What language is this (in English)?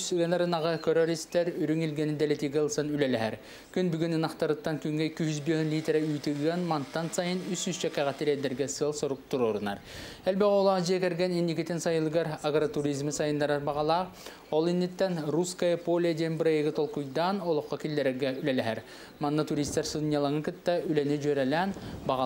Yakut